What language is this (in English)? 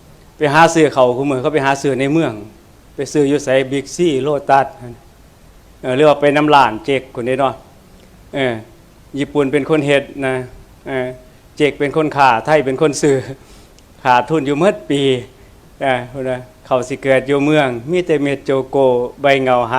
Northeastern Thai